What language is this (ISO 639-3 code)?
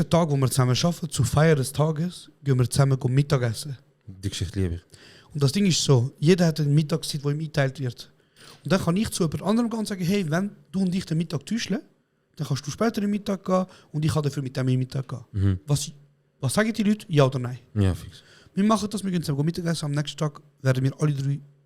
gsw